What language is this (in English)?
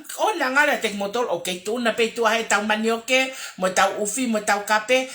Tongan